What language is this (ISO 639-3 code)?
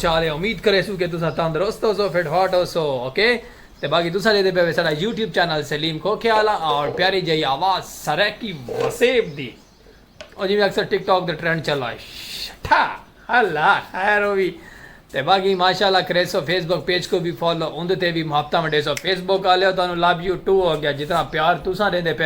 skr